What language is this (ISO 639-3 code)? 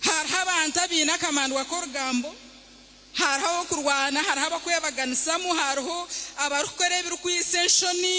nyn